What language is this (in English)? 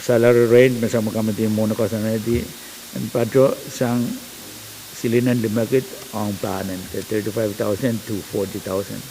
Pohnpeian